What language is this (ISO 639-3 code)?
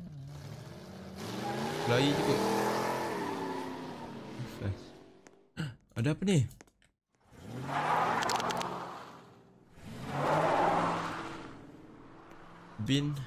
msa